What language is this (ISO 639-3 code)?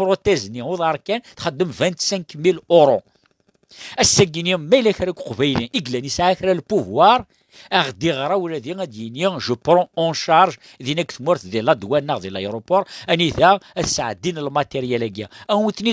kab